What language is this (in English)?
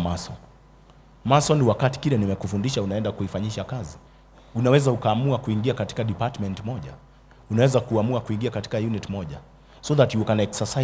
Swahili